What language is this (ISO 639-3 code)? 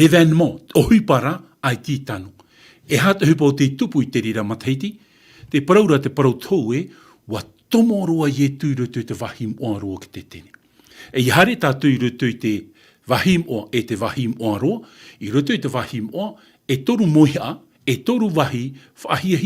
tah